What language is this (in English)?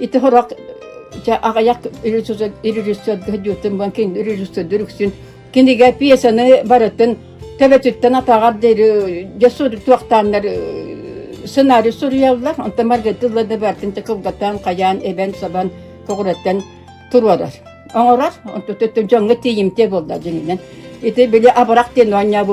Yakut